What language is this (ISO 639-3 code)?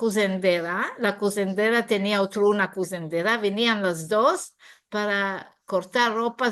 lad